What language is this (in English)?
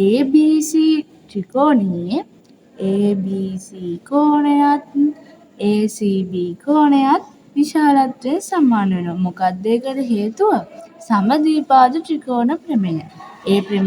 Sinhala